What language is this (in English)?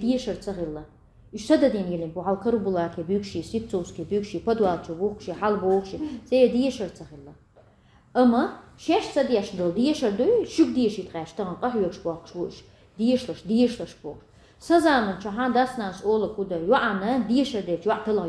Chechen